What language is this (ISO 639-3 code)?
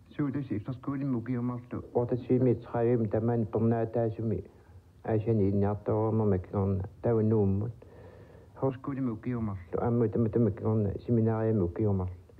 kal